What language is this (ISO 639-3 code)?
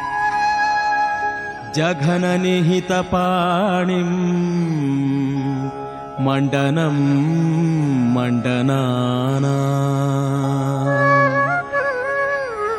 kan